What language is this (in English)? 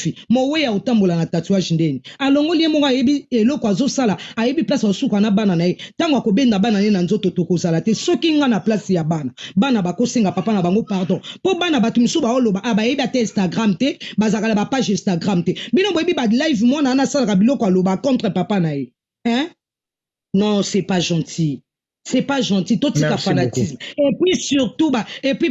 Lingala